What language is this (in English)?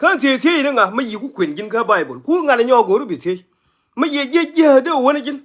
Nuer